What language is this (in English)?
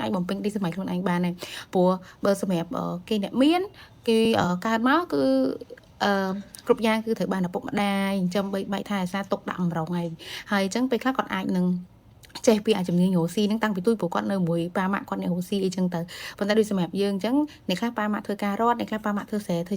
Khmer